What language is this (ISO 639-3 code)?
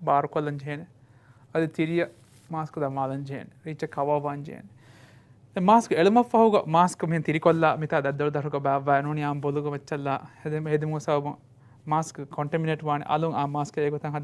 div